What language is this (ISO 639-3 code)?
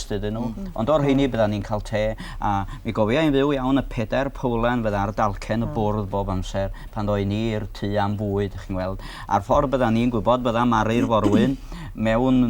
cym